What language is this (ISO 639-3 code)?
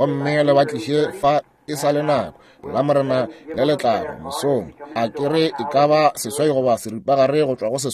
nso